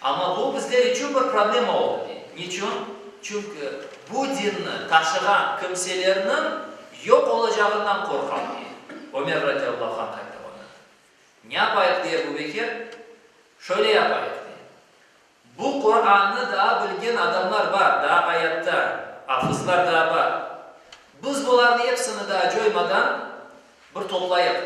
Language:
Crimean Tatar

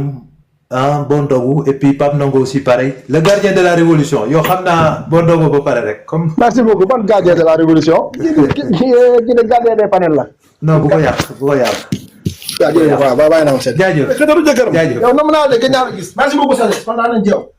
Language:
Wolof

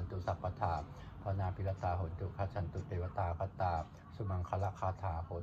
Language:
Pali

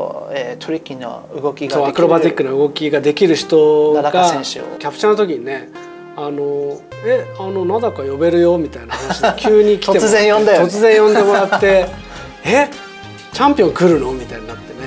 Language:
Japanese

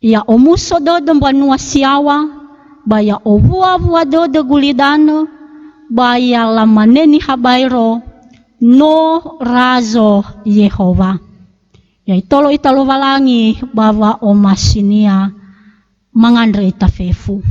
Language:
Nias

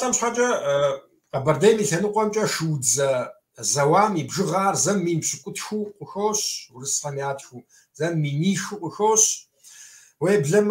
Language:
Kabardian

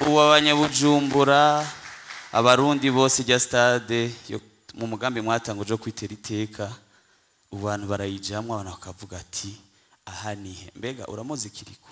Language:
Rundi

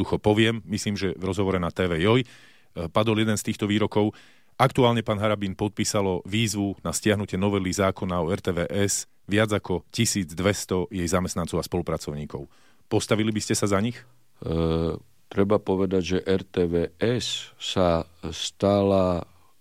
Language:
Slovak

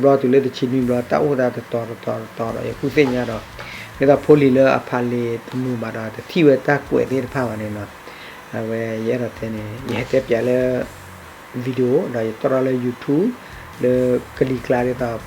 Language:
S'gaw Karen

